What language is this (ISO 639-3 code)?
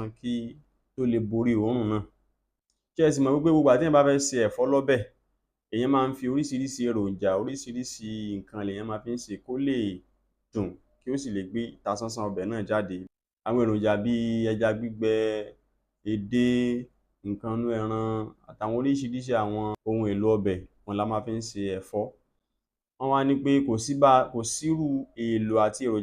yor